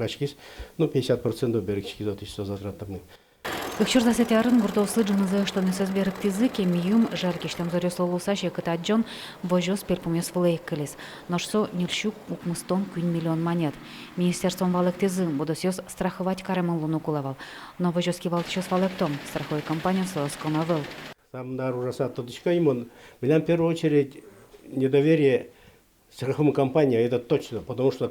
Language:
Udmurt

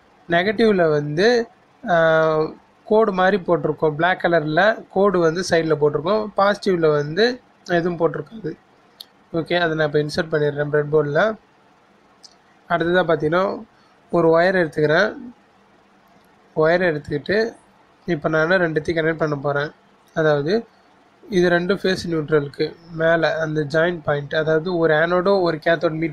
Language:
Tamil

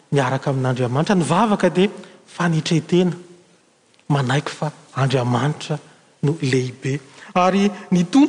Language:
Malagasy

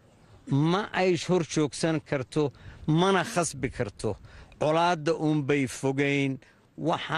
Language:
Somali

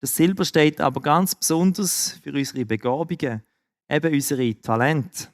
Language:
Swiss German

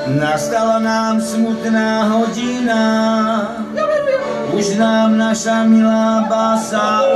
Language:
Slovak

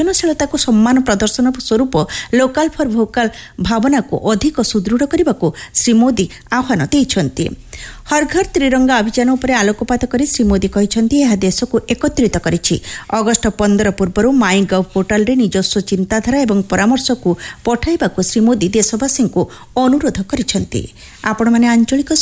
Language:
Odia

